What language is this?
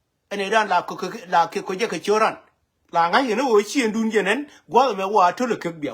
Nuer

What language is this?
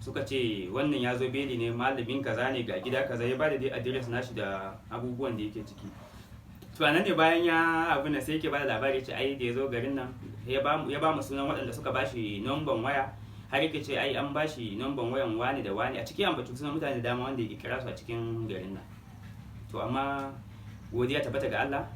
Hausa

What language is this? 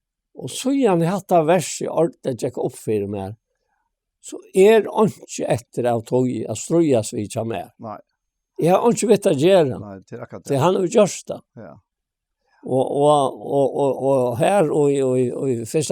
Faroese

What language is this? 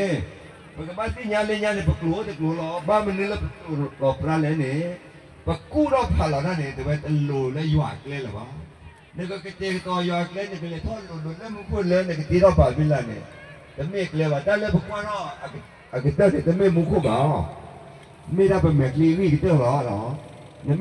S'gaw Karen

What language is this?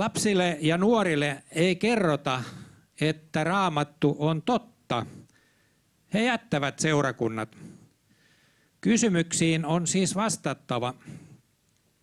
Finnish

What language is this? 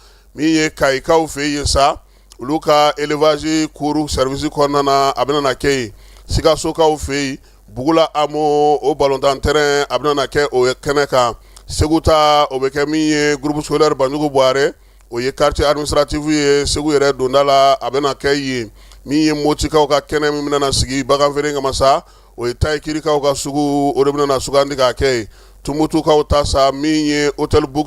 Bambara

